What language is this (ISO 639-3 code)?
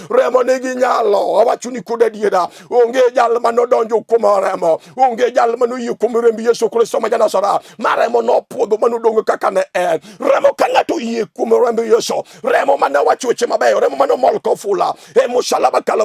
luo